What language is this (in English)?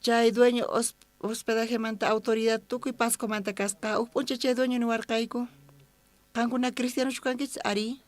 South Bolivian Quechua